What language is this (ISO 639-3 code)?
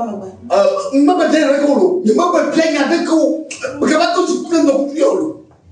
ewe